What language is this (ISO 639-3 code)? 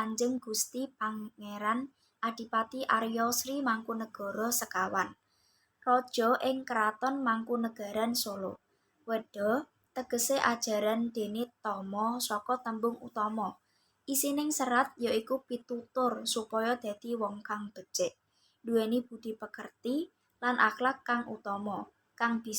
jav